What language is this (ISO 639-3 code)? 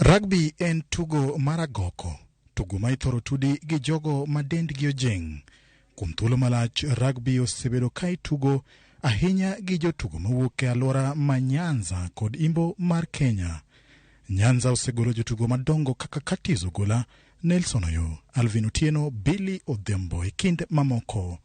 luo